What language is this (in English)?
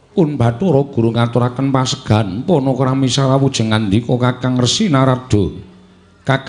Javanese